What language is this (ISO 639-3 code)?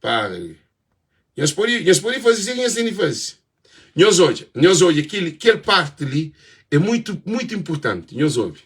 kea